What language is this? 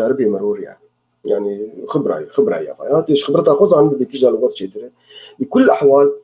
Kurdish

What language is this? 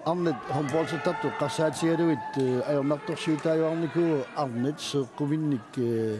Kalaallisut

